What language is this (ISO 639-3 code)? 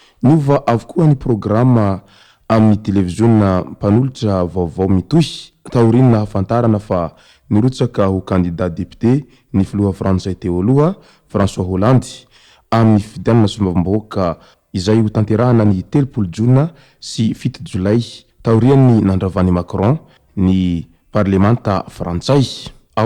mlg